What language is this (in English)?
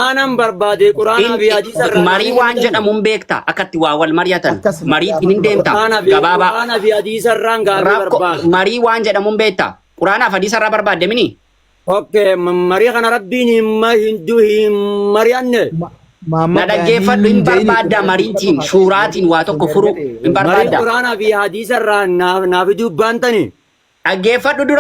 Oromo